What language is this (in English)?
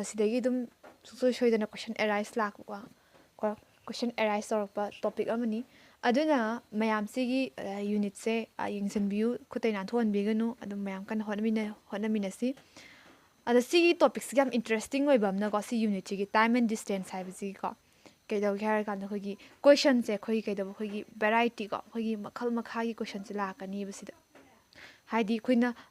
Manipuri